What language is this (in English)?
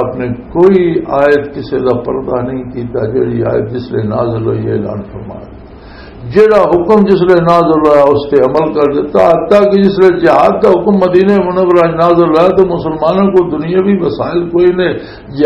Western Panjabi